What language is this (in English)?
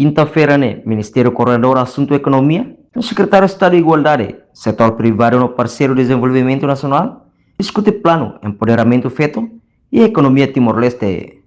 Tetum